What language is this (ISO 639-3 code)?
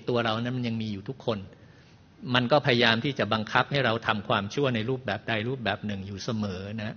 tha